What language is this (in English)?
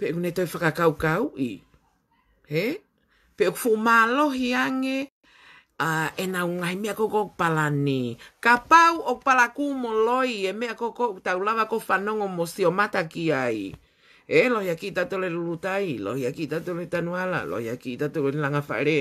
Tongan